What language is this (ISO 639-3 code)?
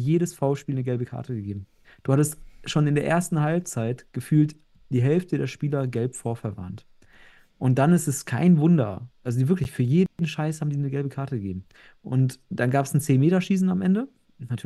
deu